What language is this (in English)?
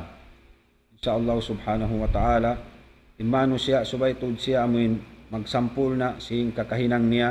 Tausug